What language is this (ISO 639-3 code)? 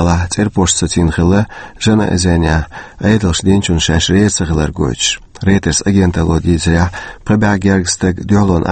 che